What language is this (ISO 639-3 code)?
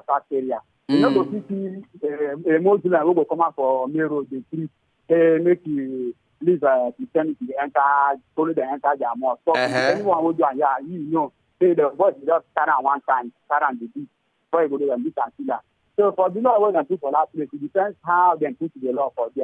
pcm